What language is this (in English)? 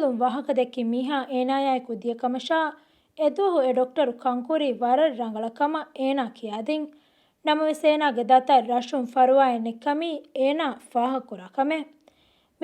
Divehi